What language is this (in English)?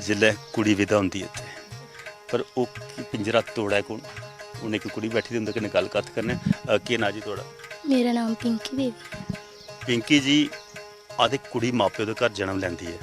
Dogri